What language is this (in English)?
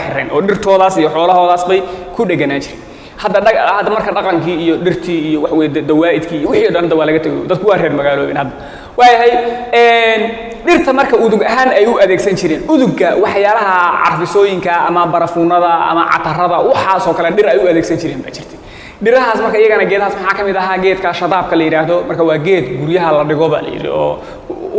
Somali